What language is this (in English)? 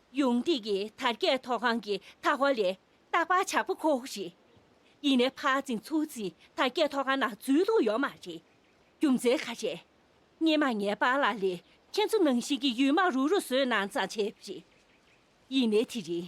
Tibetan